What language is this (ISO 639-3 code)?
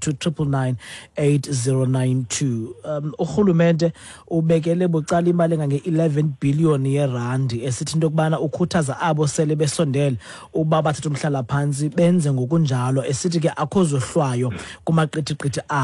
xho